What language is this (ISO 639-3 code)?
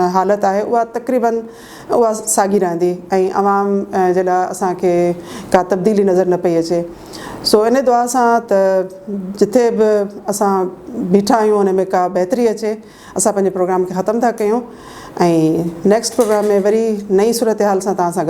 snd